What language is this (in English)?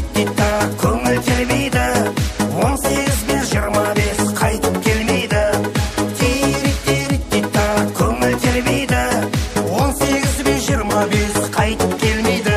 Kara-Kalpak